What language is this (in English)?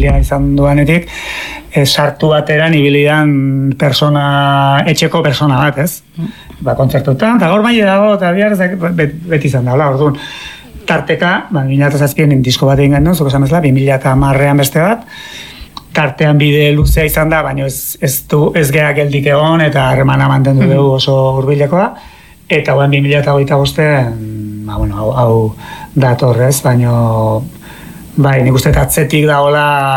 Basque